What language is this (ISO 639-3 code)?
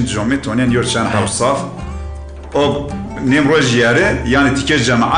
zza